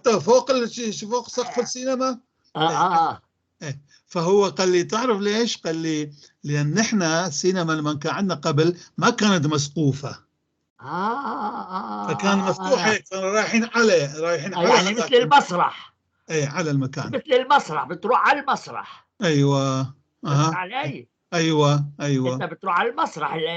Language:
North Levantine Arabic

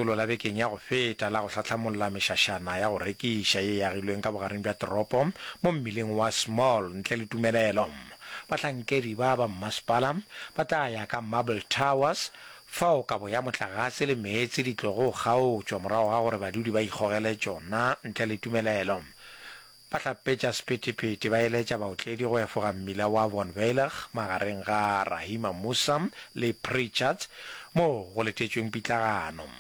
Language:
Northern Sotho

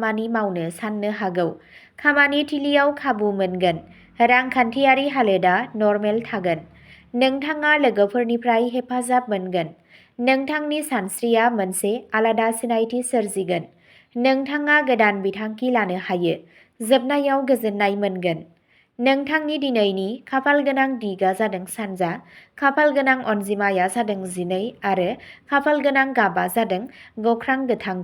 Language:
Bodo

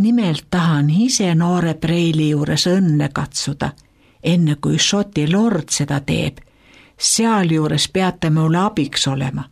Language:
Estonian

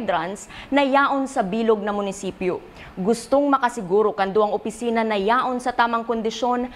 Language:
Bikol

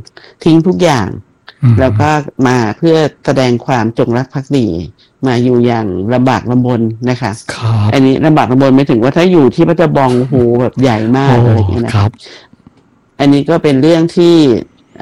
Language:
Thai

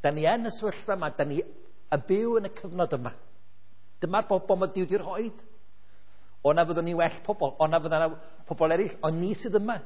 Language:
Welsh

